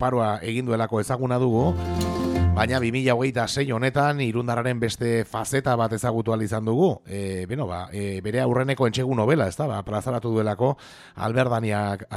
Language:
Basque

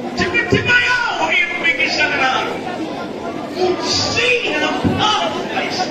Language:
Nyanja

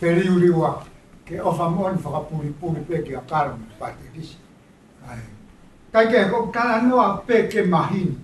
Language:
Tongan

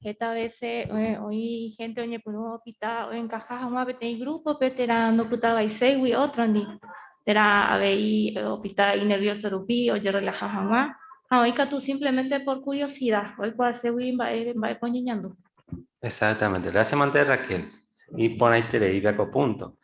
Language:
Guarani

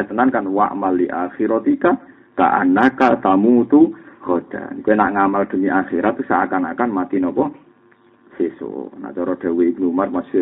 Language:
Javanese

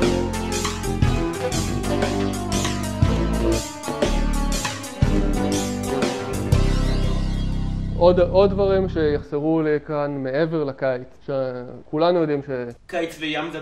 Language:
Hebrew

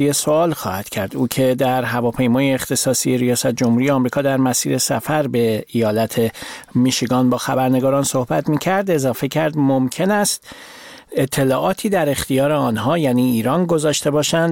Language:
Persian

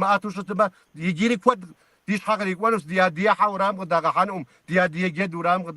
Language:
Kabardian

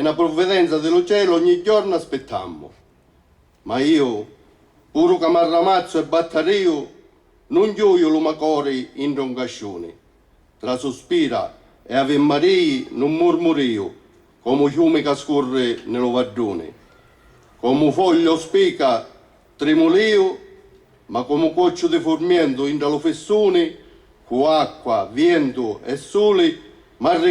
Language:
Sicilian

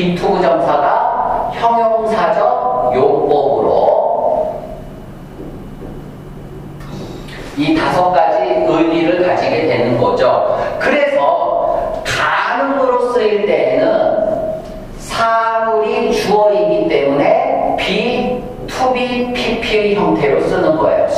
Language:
Korean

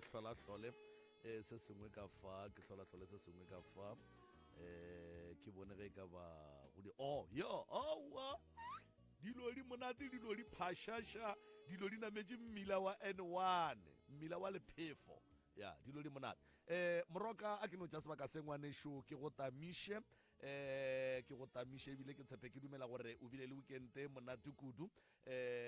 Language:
Northern Sotho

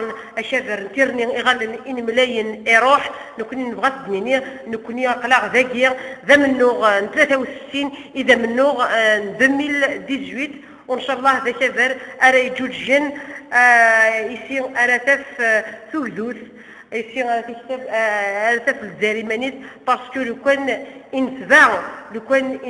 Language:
Kabyle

